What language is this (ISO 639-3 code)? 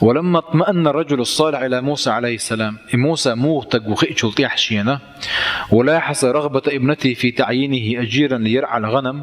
che